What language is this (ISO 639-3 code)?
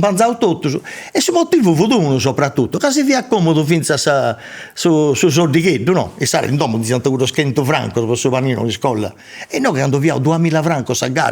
srd